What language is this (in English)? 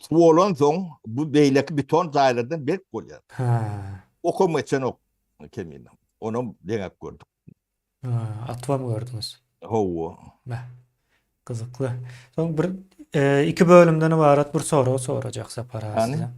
Turkmen